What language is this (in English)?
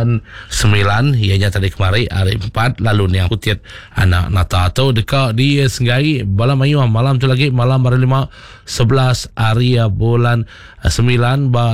Iban